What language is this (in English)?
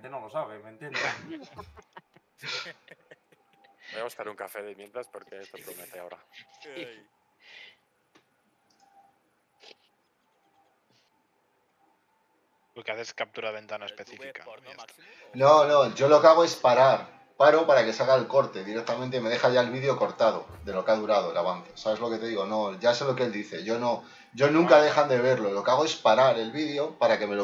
Spanish